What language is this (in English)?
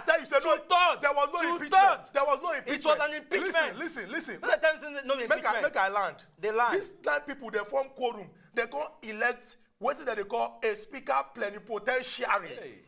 Nigerian Pidgin